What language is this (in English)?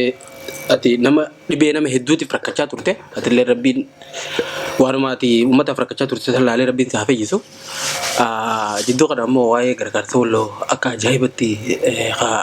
Oromo